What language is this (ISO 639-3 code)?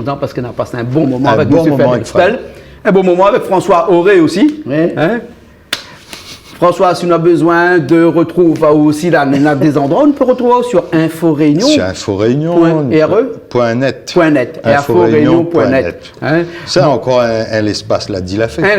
rcf